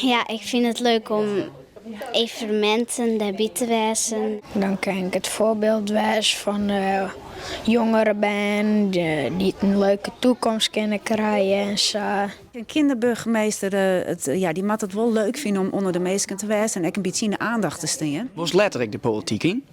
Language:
Western Frisian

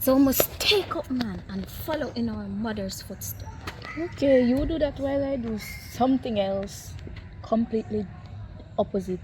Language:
Jamaican Creole English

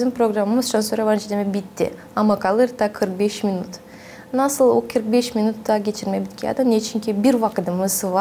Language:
Gagauz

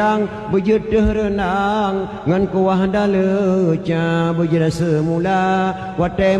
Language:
Achinese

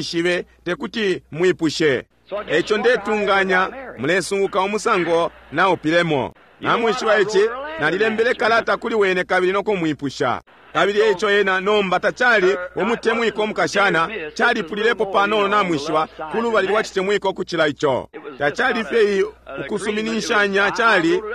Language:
Bemba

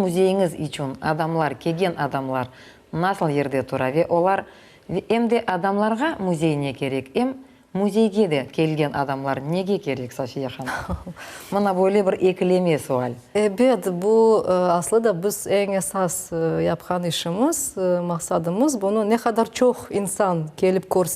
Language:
Crimean Tatar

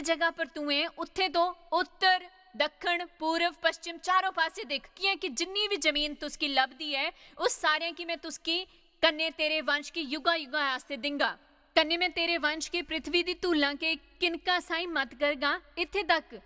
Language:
Dogri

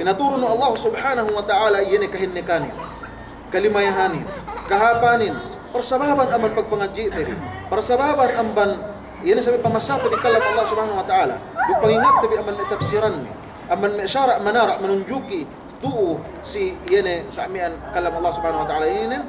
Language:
Yakan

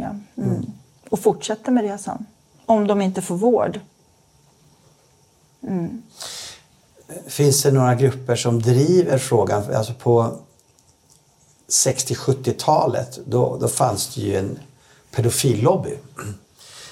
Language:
Swedish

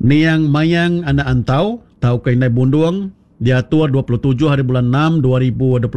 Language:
Iban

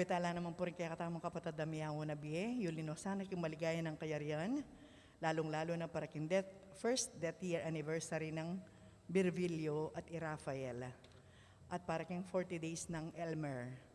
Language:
Pampanga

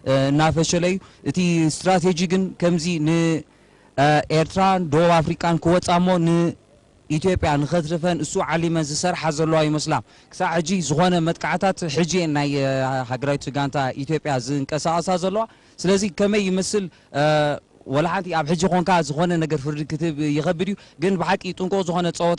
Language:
Tigrinya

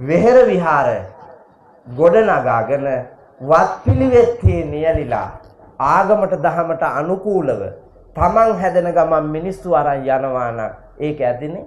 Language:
Sinhala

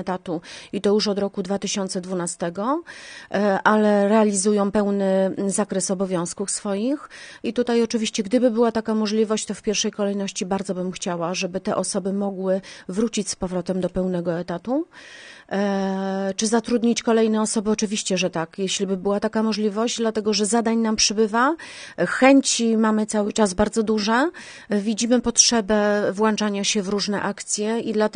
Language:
Polish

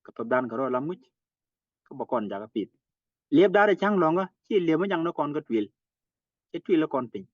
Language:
Nuer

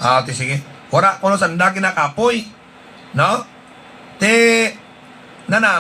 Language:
Hiligaynon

